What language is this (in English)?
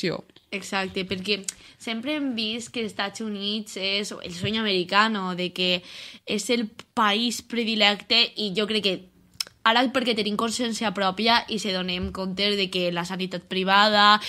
Catalan